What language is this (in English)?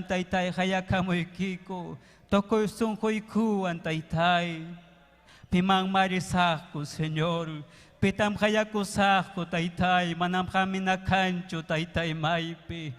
Ayacucho Quechua